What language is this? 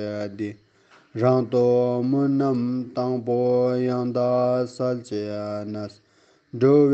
Ladakhi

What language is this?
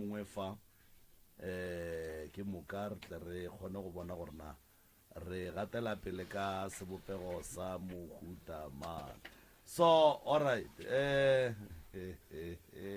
Northern Sotho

